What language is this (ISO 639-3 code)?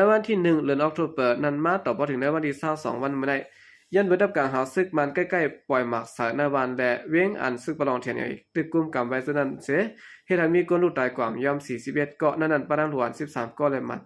shn